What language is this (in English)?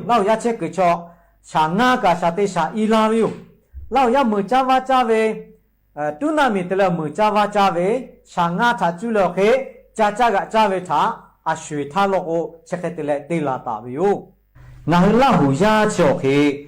Lahu